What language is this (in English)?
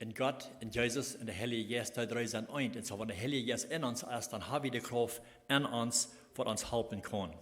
Plautdietsch